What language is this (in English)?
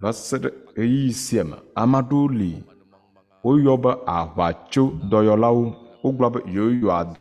Ewe